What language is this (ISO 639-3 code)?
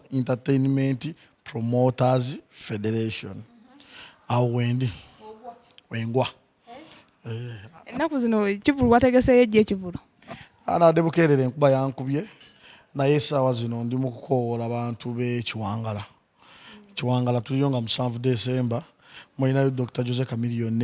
lug